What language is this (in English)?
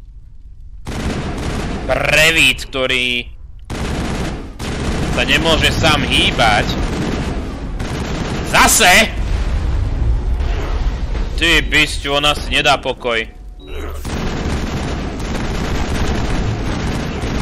Slovak